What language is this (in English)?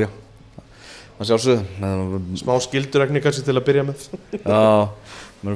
Icelandic